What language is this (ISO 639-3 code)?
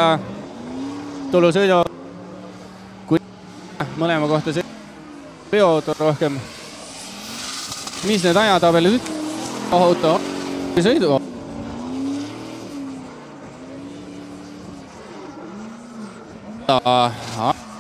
est